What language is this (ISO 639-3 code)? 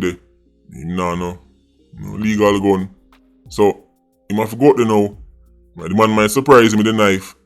jam